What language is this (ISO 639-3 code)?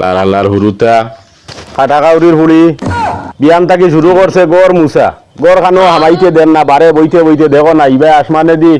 syl